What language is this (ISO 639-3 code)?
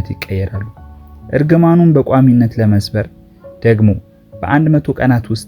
amh